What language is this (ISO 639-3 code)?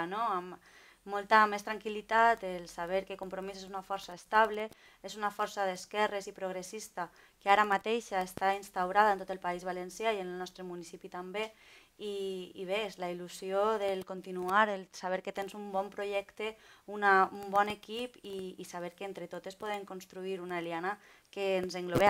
cat